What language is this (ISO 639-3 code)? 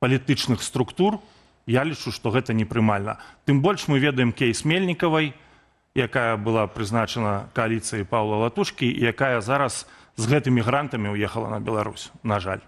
bel